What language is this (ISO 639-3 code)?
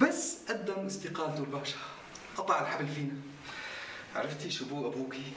apc